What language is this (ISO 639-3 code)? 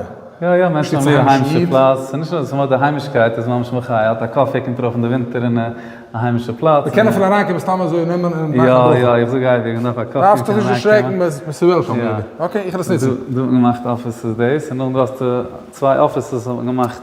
yid